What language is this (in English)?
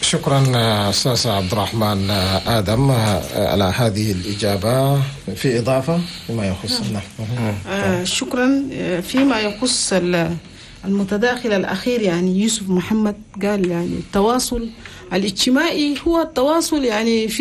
Chadian Arabic